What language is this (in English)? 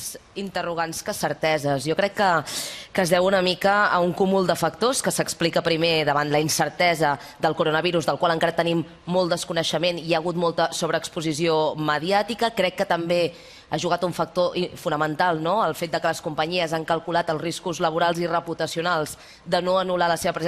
Catalan